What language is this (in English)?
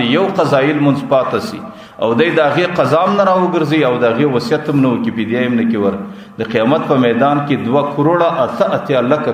Pashto